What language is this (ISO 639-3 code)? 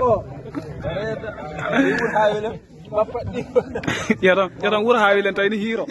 ful